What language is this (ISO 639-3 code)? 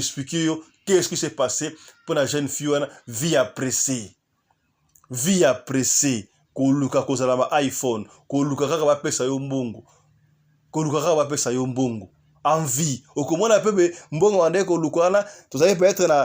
lin